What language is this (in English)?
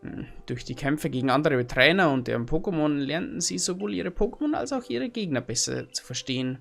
Bavarian